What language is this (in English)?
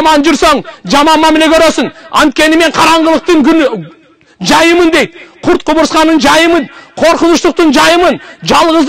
Kyrgyz